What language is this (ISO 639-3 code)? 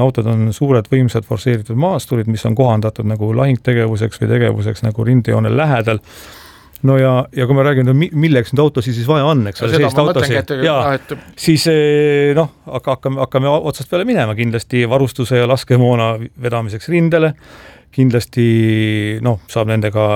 est